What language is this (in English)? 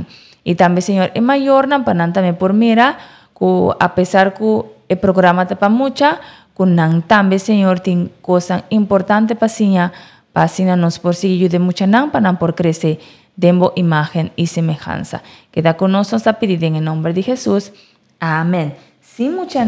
Papiamento